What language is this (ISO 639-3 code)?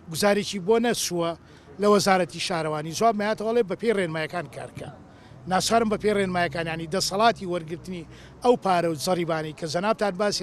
ckb